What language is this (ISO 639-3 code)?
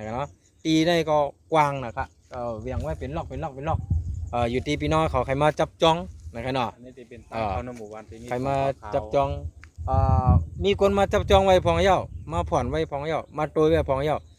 shn